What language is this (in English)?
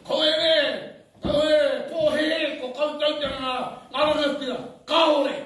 Māori